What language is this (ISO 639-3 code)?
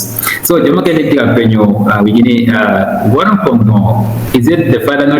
ach